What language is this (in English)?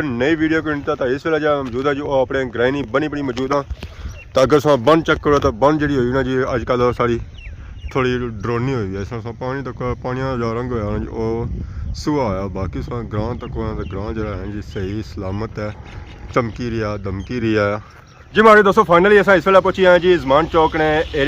Pahari-Potwari